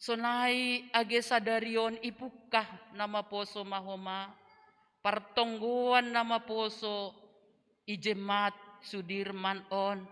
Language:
Batak Simalungun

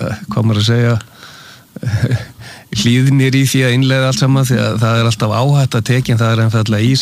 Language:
Icelandic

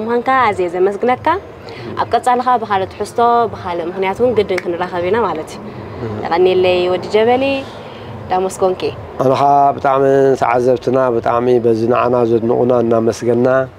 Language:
Tigrinya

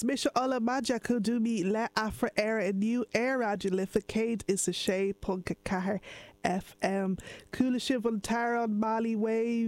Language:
Irish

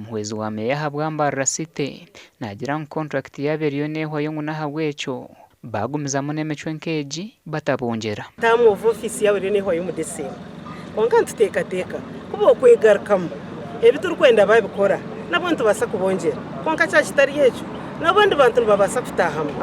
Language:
Nyankole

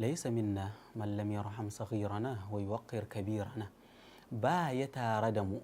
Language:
Hausa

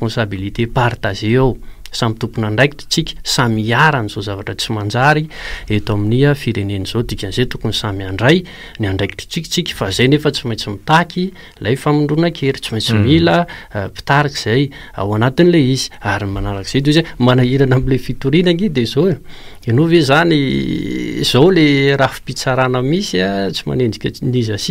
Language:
Malagasy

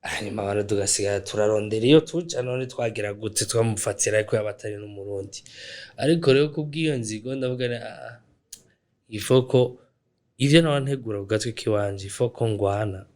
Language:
Rundi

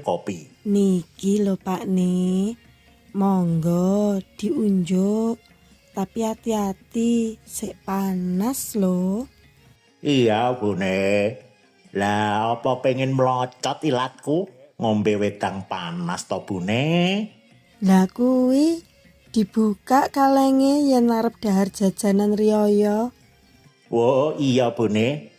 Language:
Javanese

